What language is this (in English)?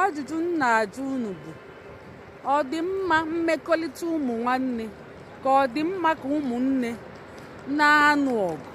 Igbo